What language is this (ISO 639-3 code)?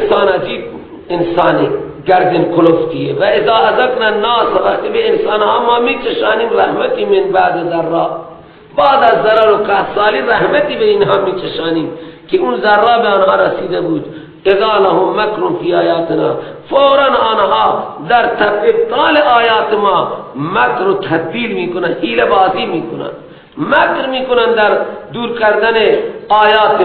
fas